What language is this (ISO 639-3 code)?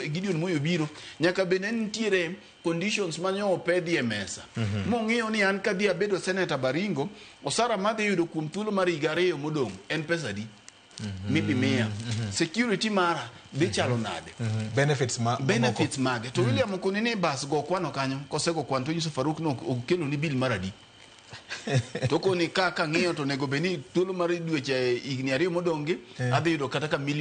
luo